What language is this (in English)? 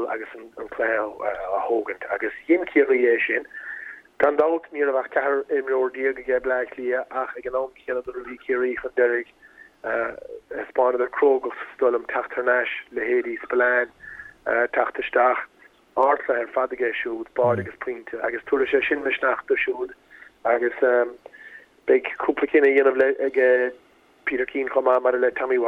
Irish